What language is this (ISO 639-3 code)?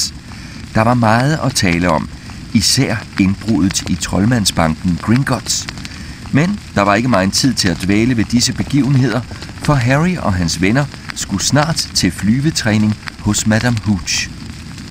dan